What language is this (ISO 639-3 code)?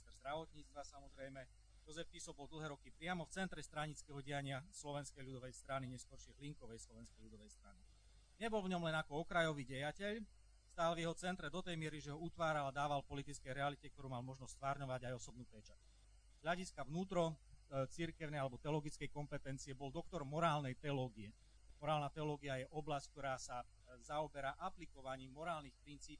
slk